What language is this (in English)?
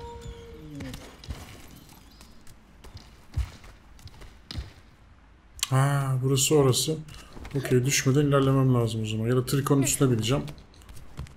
Turkish